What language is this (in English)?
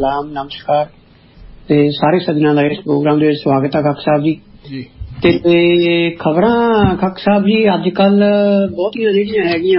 Punjabi